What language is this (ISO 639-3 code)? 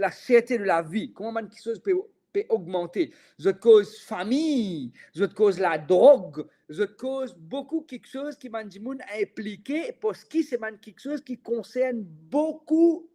mfe